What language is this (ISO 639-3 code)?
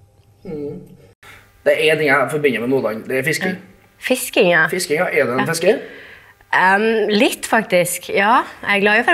nor